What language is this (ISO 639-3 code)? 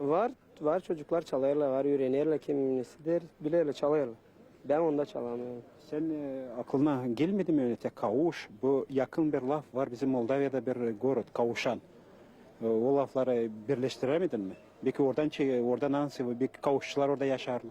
gag